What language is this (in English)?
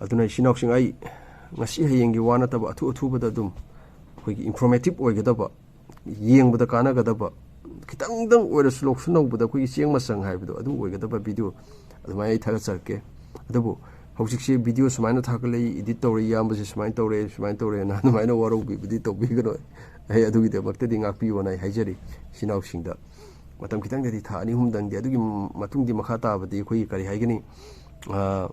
Manipuri